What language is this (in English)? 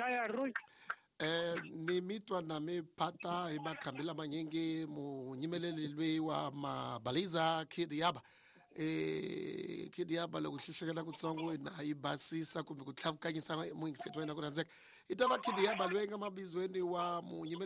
Tsonga